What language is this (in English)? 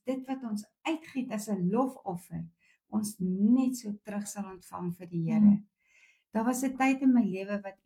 Afrikaans